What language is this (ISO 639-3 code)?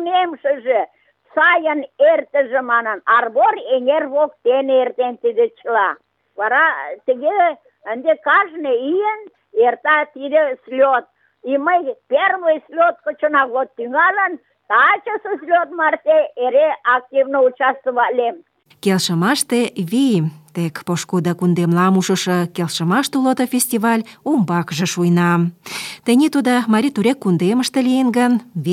chm